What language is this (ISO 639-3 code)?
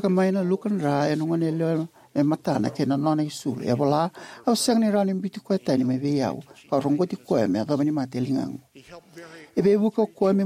fij